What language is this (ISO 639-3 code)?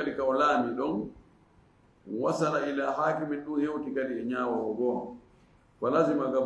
ful